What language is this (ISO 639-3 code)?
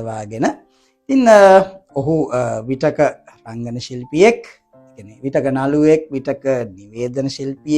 sin